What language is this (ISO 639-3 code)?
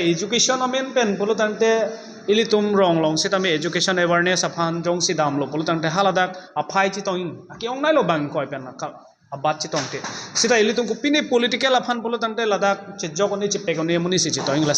mjw